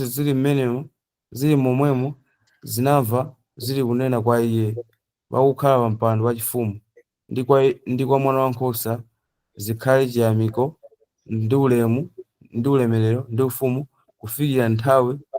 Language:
Nyanja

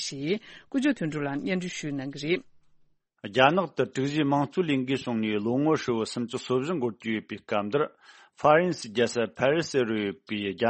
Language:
Tibetan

